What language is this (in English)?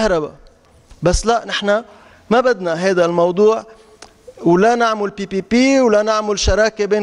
North Levantine Arabic